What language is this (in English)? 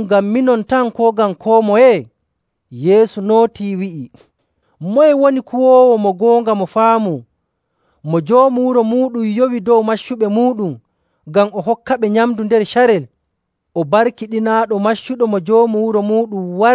Nigerian Fulfulde